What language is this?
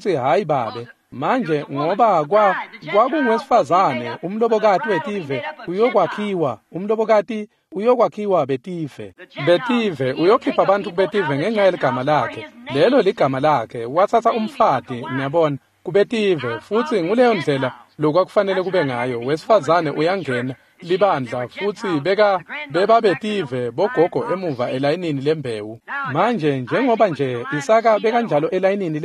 Swati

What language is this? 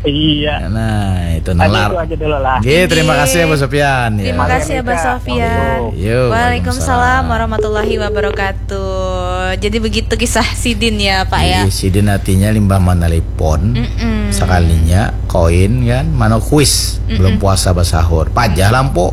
Banjar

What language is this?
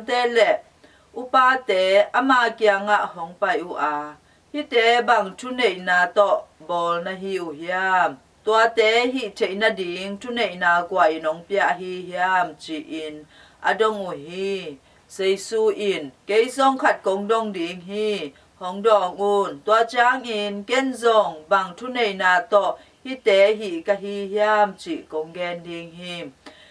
Tedim Chin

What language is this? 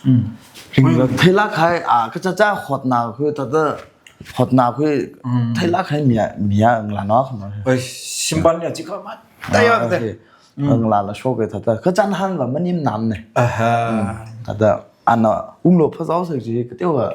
Tangkhul Naga (India)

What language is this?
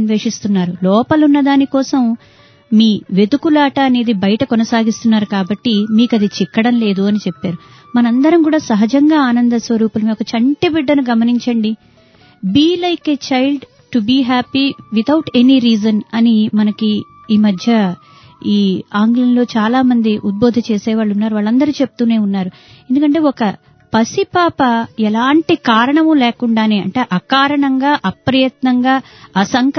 Telugu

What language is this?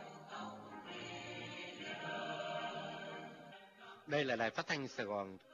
Vietnamese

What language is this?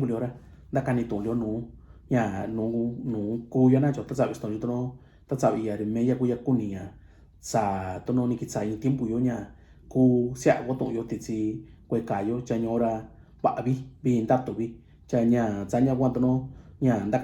Mixtepec Mixtec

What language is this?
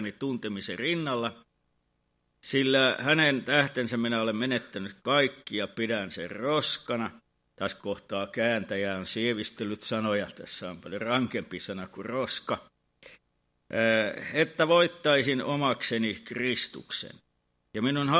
Finnish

